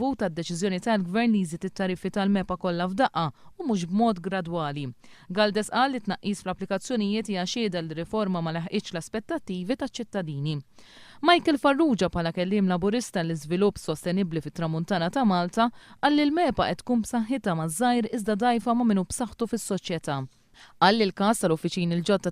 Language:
Maltese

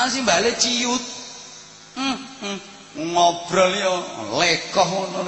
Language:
Javanese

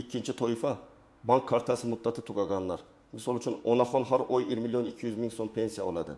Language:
Uzbek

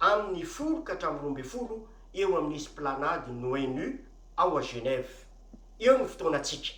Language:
Malagasy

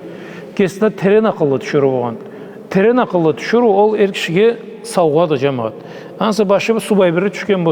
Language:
Karachay-Balkar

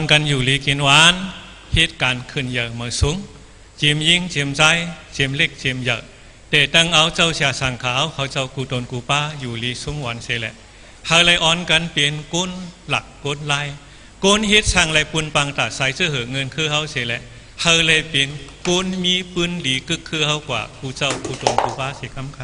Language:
Shan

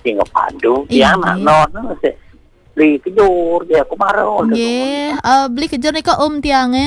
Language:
Balinese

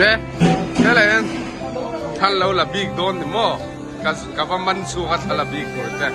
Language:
Mizo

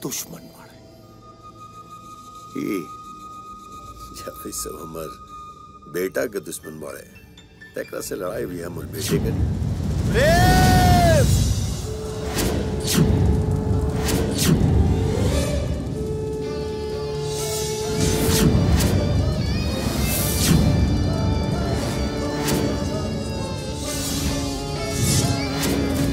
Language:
Bhojpuri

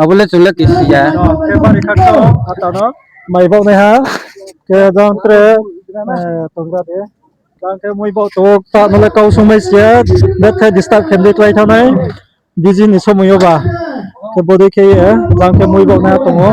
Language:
Riang (India)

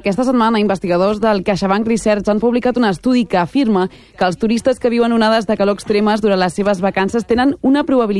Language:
Catalan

